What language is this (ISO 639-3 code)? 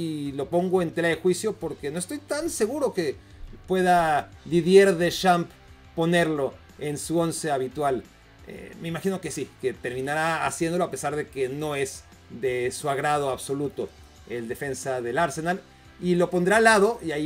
spa